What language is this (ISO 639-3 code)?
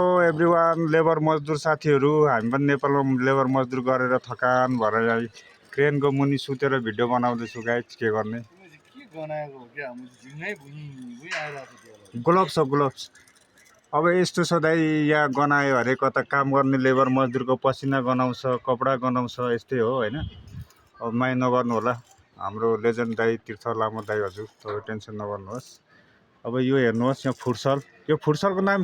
nep